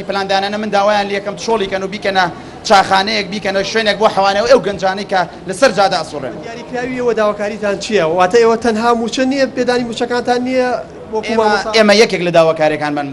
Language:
Central Kurdish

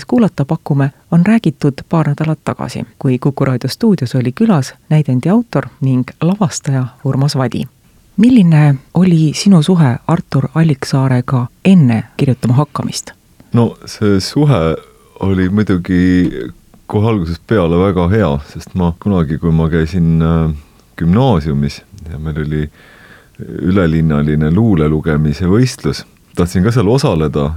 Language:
Estonian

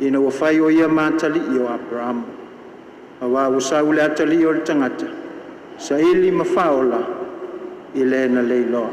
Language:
Samoan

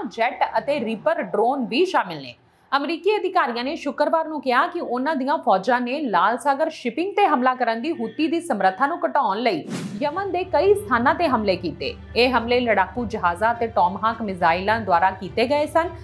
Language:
Punjabi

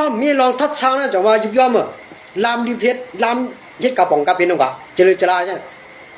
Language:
Shan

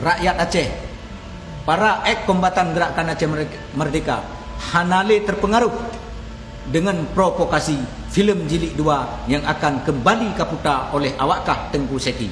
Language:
Achinese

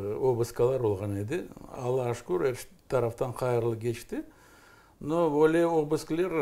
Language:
Crimean Tatar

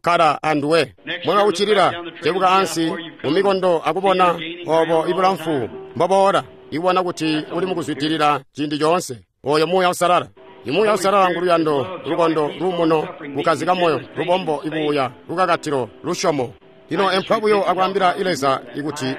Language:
Tonga (Zambia)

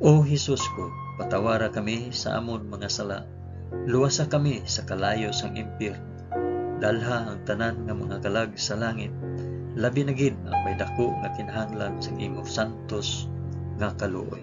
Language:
Hiligaynon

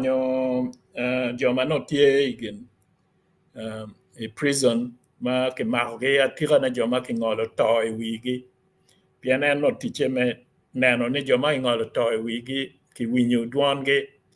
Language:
Acoli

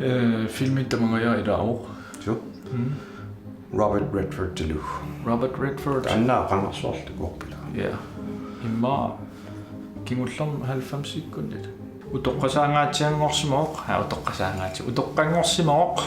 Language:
Kalaallisut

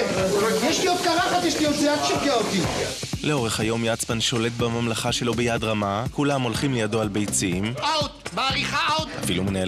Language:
Hebrew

